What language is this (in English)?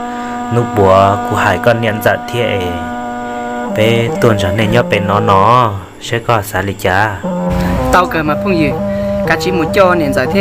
Hmong